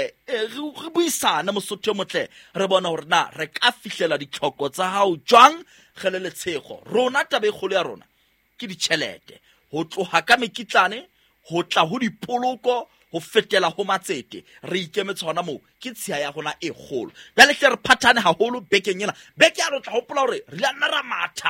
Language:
Southern Sotho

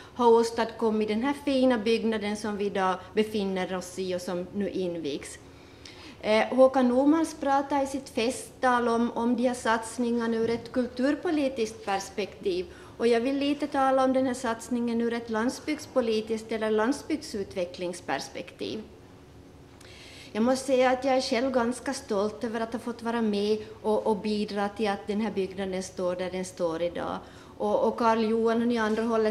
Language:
Swedish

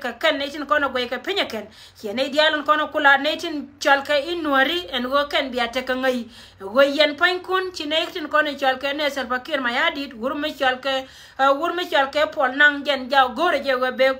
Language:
Nuer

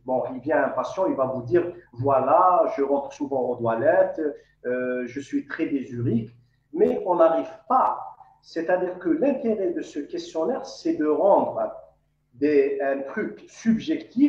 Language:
French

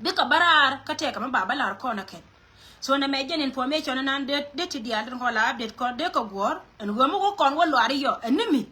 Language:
Nuer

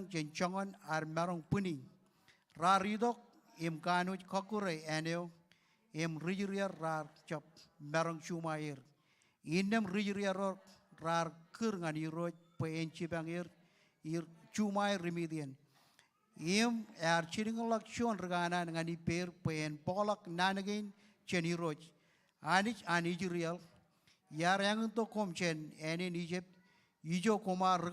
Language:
Marshallese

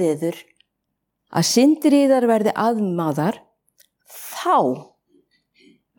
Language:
Icelandic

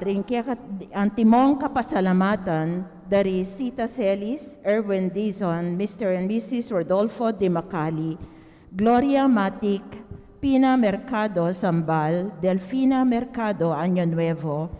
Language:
Pampanga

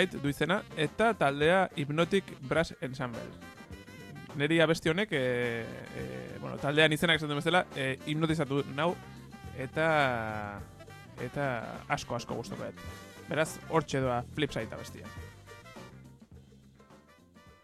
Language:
Basque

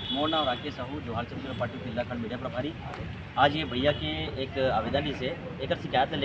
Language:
Chhattisgarhi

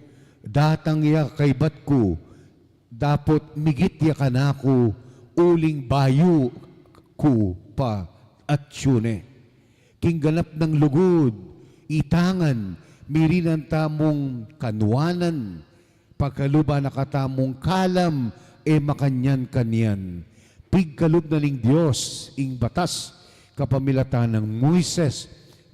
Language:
Pampanga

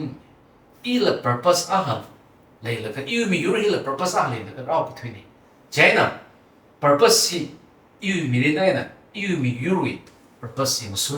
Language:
Tangkhul Naga (India)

